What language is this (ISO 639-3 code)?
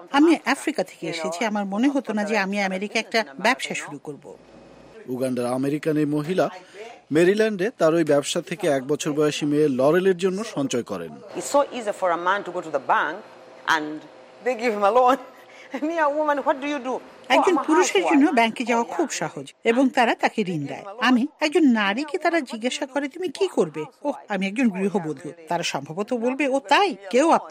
ben